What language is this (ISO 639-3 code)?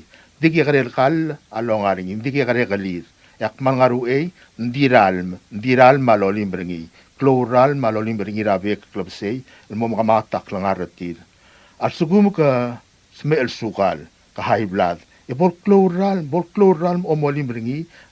pau